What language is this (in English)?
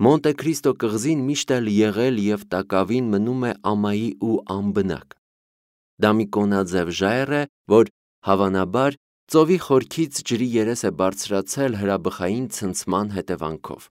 Armenian